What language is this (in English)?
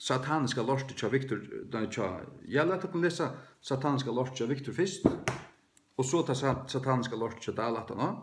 Faroese